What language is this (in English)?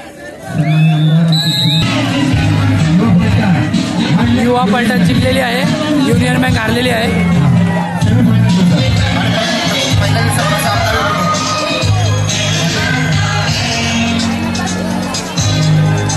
Marathi